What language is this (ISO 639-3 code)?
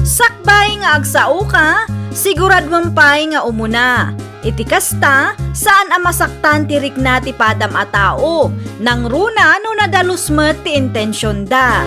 ilo